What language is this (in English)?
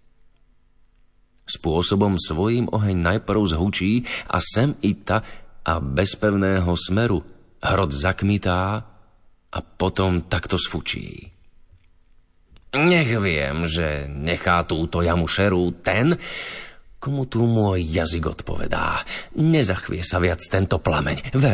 Slovak